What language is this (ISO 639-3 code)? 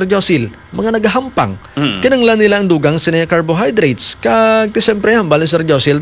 hil